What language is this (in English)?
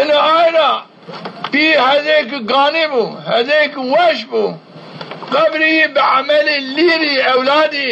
Zaza